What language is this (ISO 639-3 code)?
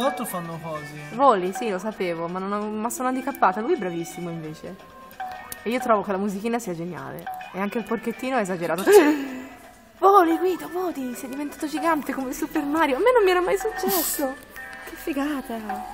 ita